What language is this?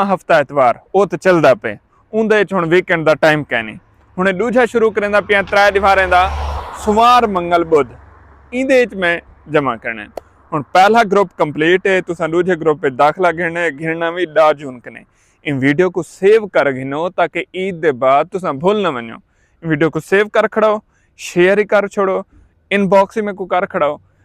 Saraiki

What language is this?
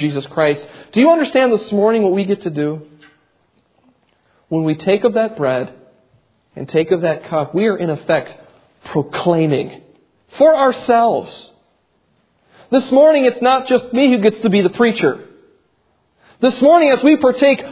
English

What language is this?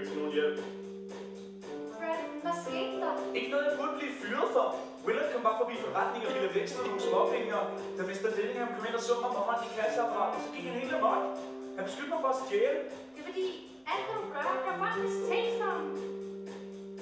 Danish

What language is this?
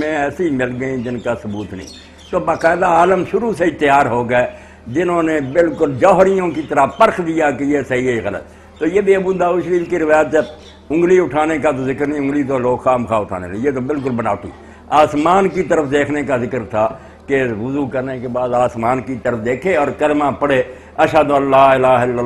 Urdu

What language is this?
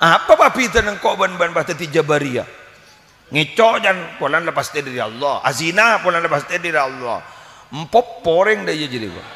Madurese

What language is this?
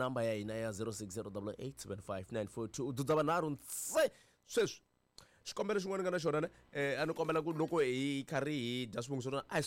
Tsonga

